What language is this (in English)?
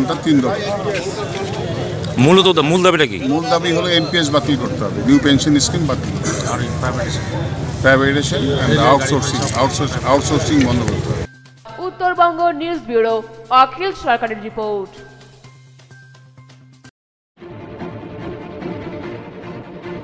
Bangla